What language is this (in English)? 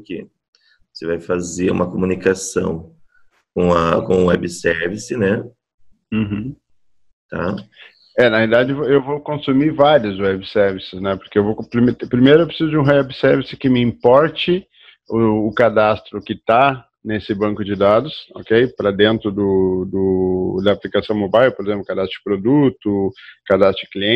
Portuguese